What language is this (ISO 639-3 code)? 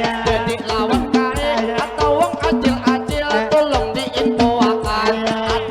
bjn